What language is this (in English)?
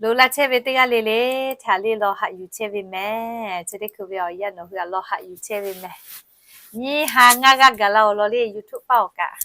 Lahu